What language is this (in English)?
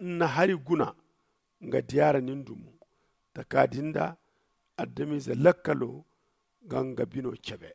Zarma